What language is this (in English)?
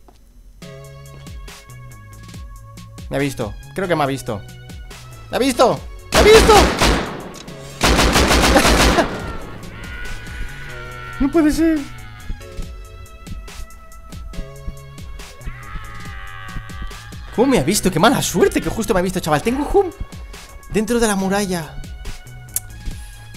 Spanish